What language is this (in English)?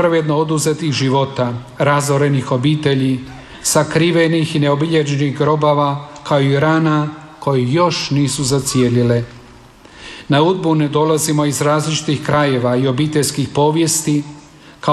Croatian